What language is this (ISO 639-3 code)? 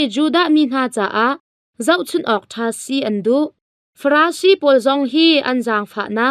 cnh